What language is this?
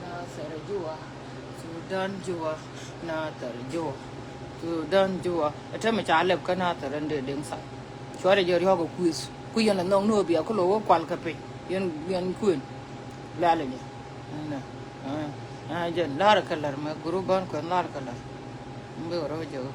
Nuer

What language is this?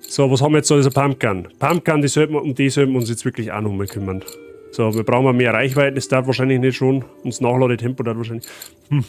Bavarian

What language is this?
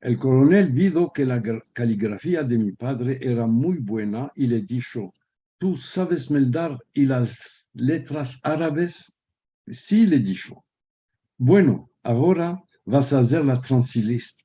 Ladino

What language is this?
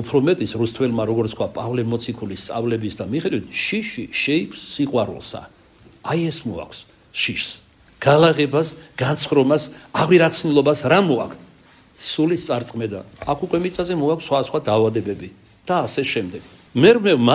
Georgian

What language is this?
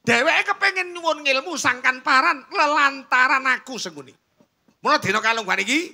Javanese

